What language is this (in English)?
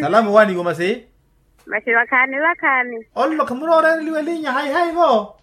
Makhuwa